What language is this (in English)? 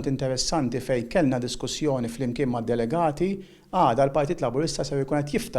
Maltese